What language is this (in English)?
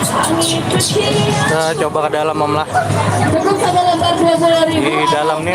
Banjar